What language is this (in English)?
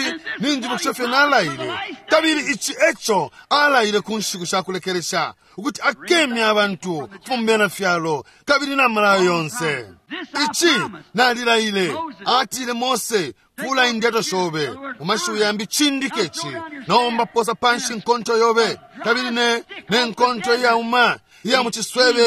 Bemba